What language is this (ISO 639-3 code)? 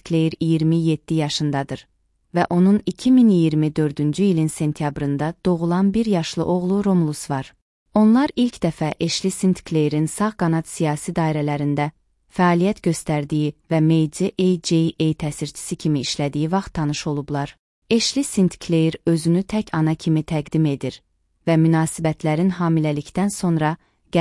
aze